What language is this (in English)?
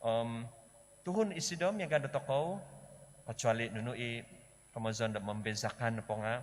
Central Dusun